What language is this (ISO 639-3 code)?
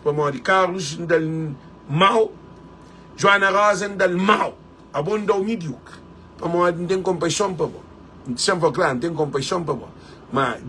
kea